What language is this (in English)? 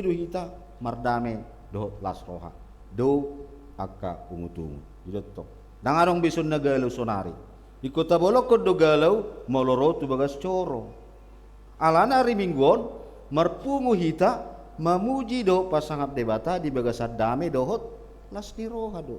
Batak Toba